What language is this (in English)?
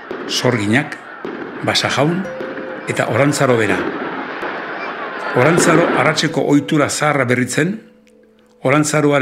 Basque